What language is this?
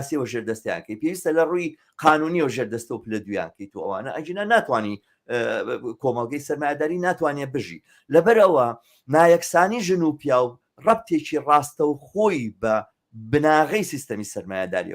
Central Kurdish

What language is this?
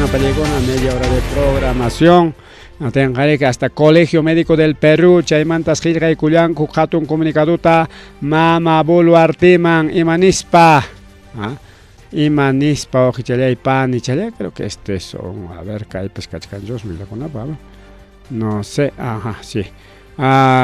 Ayacucho Quechua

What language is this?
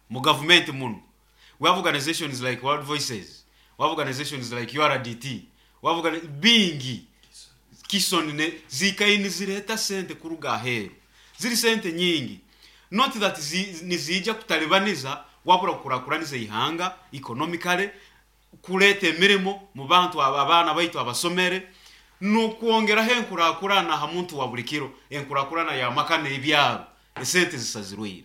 Nyoro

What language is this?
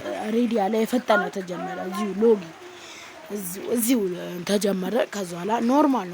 Amharic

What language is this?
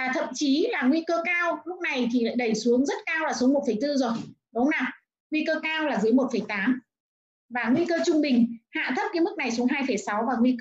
Vietnamese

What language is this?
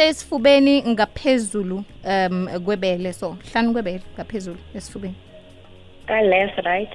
South Ndebele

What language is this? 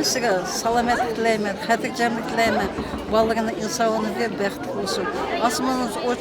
Uyghur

